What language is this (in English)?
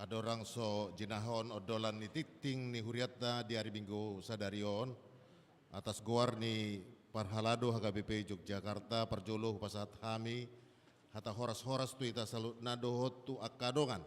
Batak Toba